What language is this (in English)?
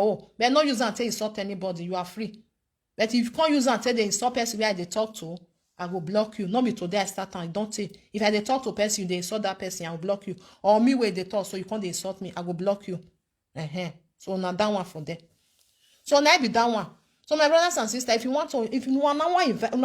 Nigerian Pidgin